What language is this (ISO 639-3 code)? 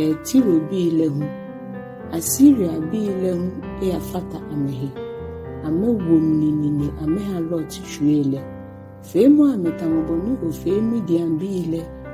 gaa